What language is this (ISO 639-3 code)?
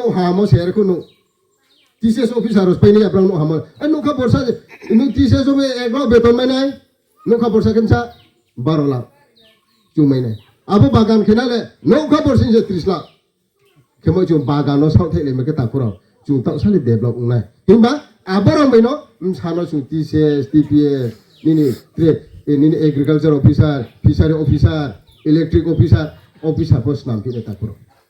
ria